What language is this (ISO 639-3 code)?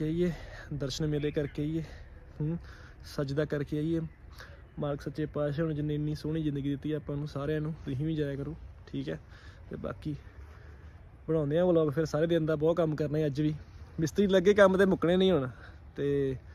pan